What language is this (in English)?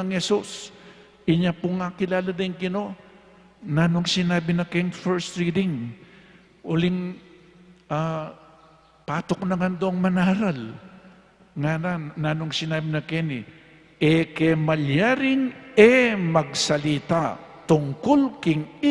Pampanga